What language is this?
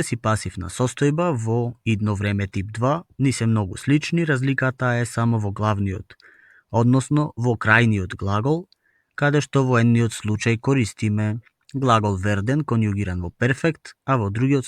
Macedonian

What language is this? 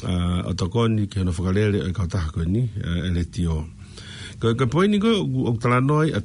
Tongan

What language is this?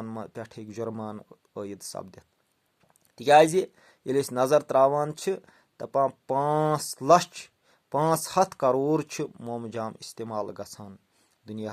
Kashmiri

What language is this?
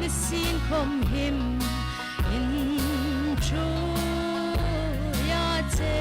Hmar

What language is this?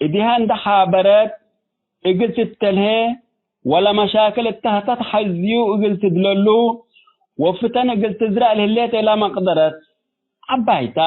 Tigre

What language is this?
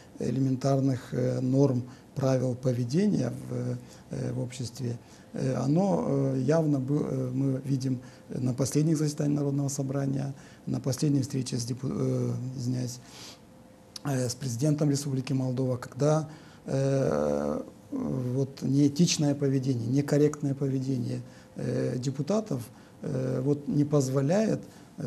Russian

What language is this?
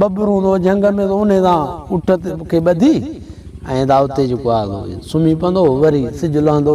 Sindhi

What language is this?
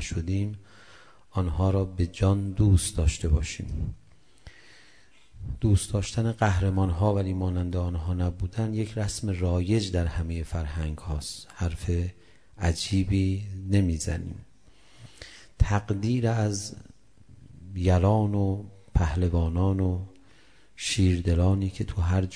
Persian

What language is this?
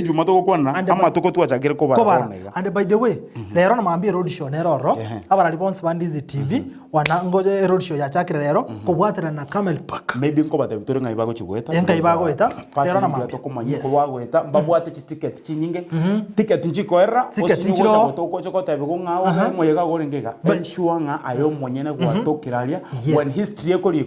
Gusii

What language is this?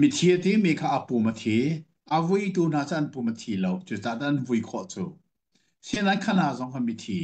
Hakha Chin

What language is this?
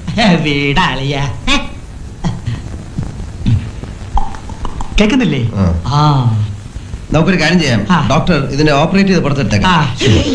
Malayalam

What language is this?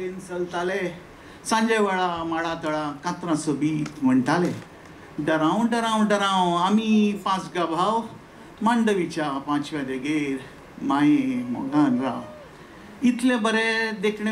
Konkani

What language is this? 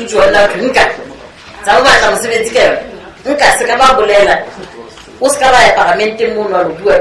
Southern Sotho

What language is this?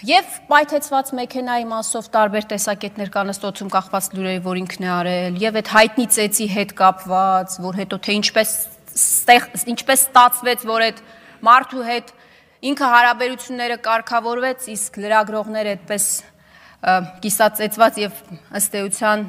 Armenian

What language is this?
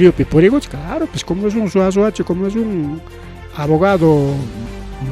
Ayacucho Quechua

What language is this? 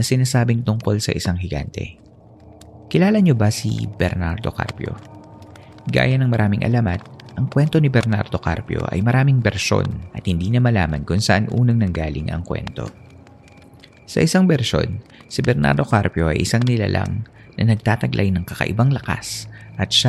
Filipino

